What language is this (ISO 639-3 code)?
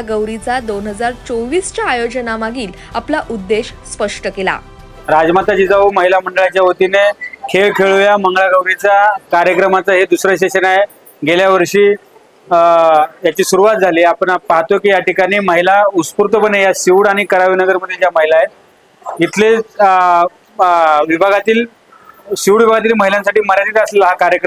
mar